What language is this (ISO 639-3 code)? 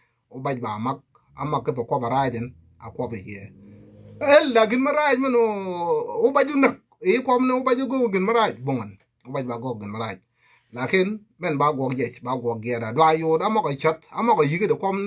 nus